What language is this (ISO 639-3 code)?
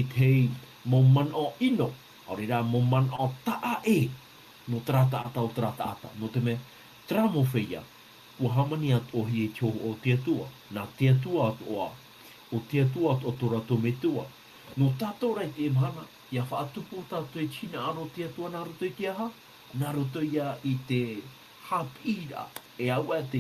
tah